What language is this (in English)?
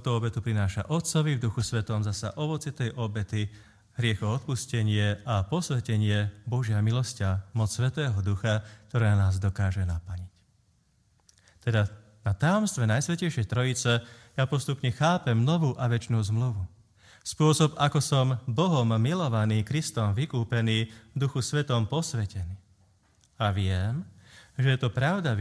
Slovak